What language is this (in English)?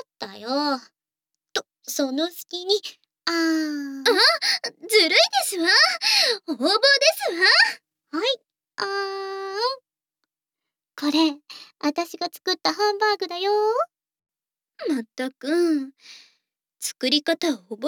Japanese